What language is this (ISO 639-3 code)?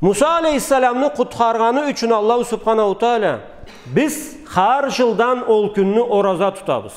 krc